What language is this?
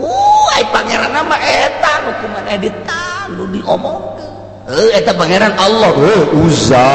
Sundanese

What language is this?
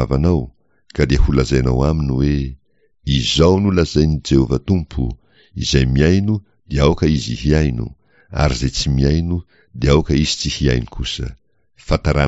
Malagasy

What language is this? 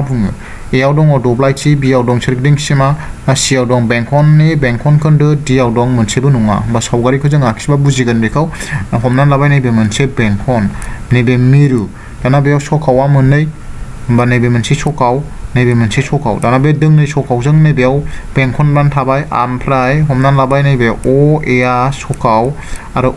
Bodo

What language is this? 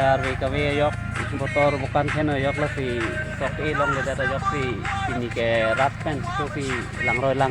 Karbi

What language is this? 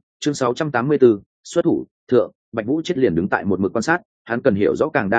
Vietnamese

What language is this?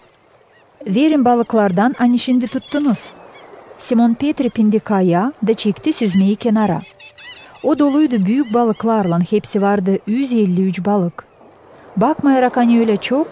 Gagauz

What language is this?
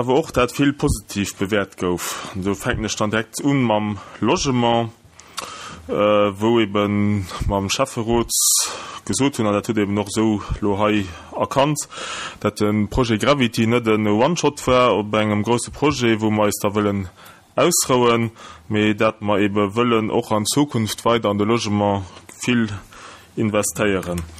Luxembourgish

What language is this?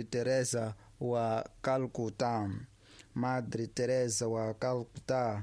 Tsonga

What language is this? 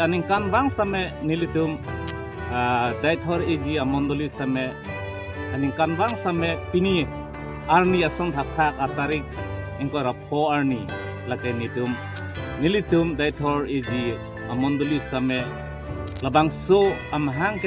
Karbi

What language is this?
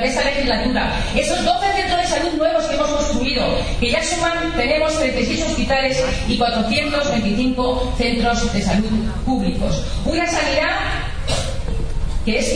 Spanish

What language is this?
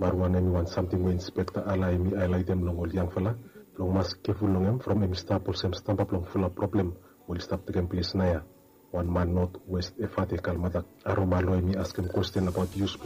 Bislama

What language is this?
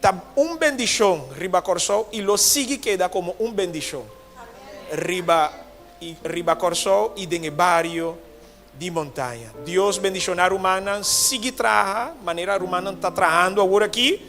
Papiamento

